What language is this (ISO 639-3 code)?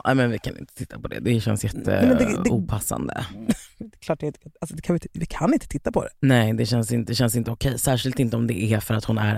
swe